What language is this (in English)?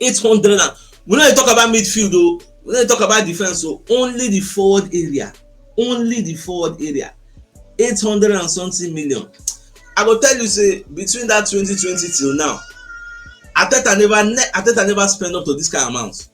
Nigerian Pidgin